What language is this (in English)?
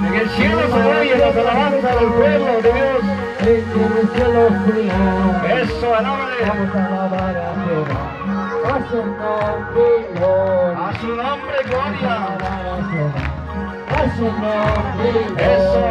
Ayacucho Quechua